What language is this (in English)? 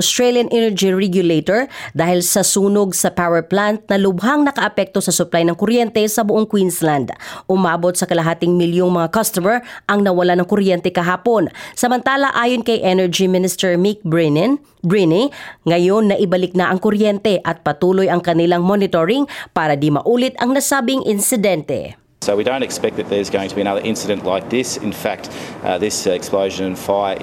Filipino